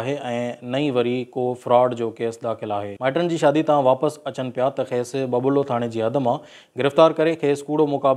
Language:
Sindhi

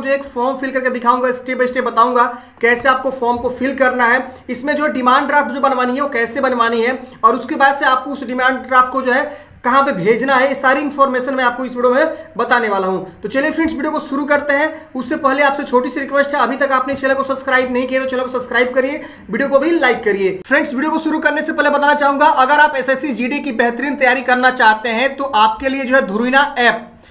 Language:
Hindi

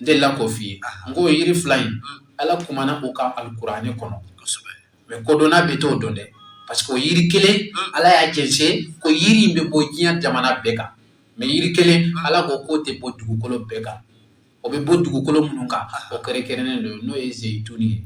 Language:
Bambara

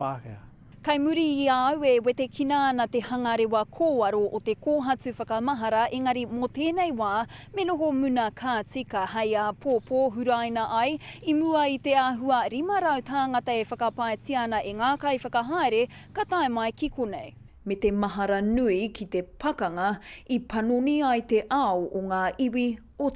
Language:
Māori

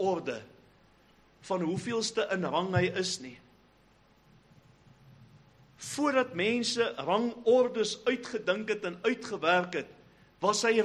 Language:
Afrikaans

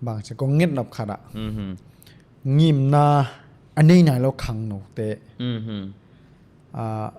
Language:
Tedim Chin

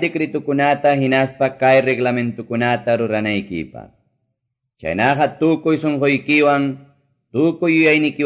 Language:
Quechua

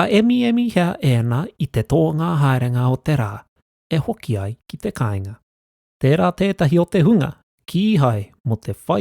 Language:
Māori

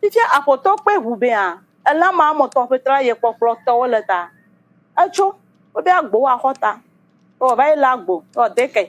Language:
Ewe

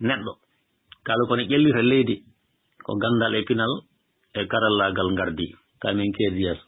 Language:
Fula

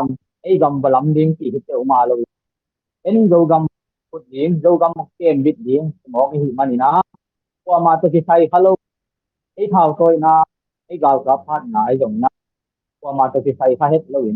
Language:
Tedim Chin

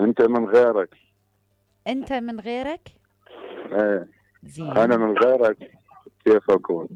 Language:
Mesopotamian Arabic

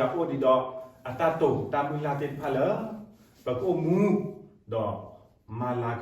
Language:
S'gaw Karen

